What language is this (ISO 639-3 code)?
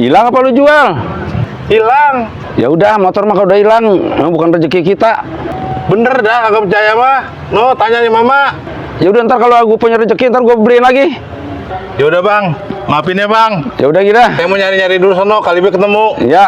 bew